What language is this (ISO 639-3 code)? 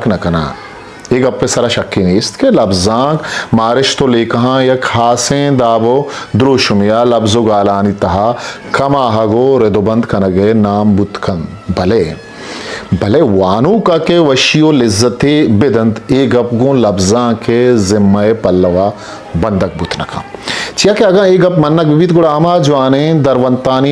bgp